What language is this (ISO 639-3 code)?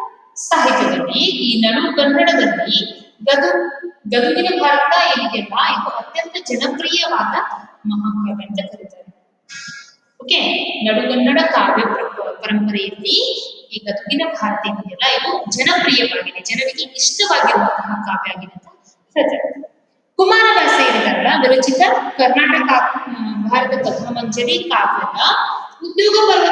kan